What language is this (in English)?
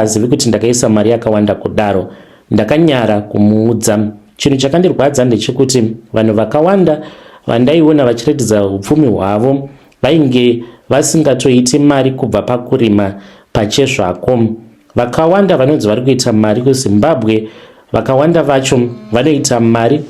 Shona